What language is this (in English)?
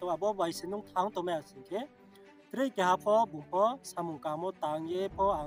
Riang (India)